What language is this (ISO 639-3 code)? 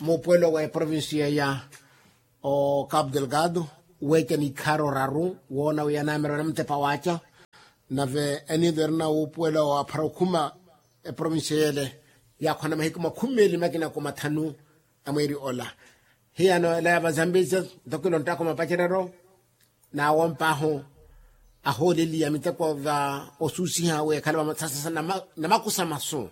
vmw